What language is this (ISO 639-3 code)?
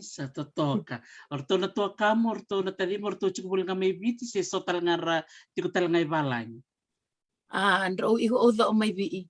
fij